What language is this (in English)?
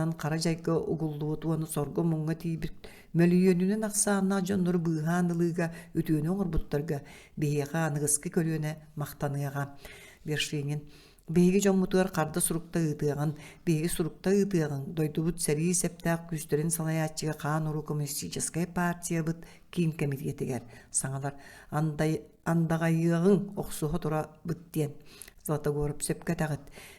Yakut